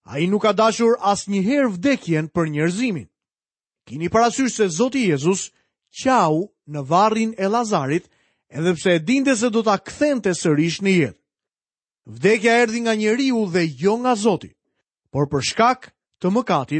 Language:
Albanian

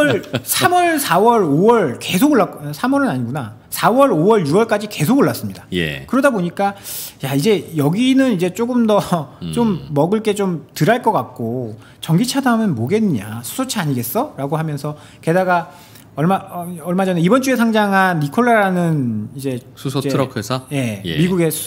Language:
Korean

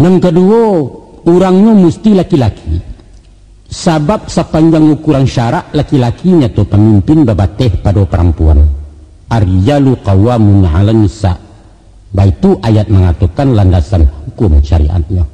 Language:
Minangkabau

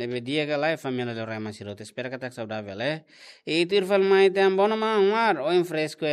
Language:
Tetum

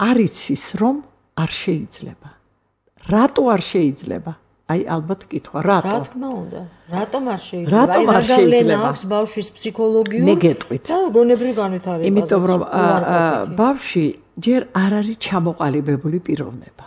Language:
Georgian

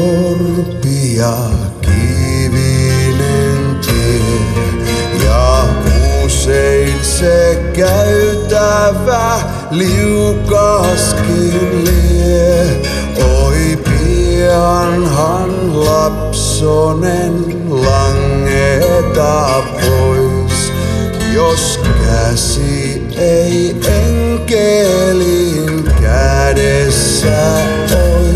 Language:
Finnish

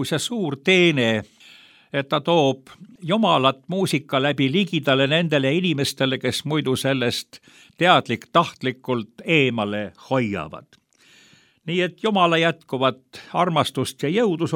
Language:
Estonian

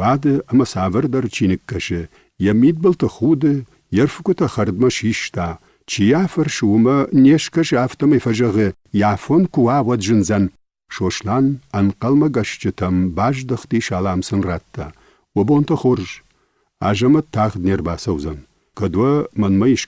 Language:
Ossetic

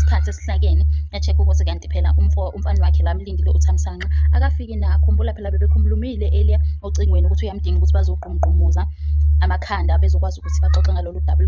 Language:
Zulu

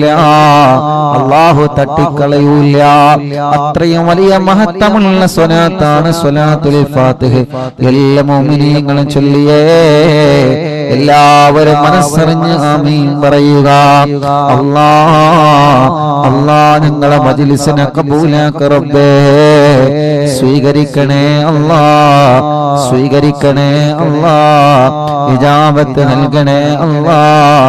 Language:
Malayalam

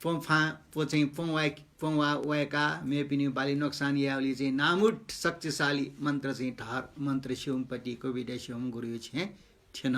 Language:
Newari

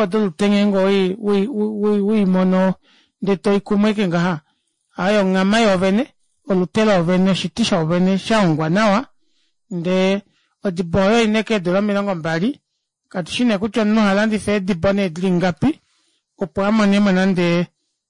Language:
Kuanyama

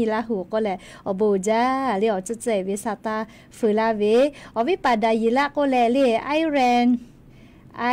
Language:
Lahu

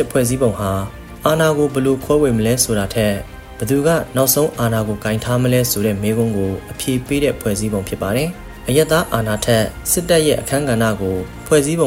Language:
Burmese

